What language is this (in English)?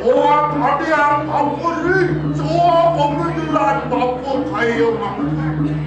Balinese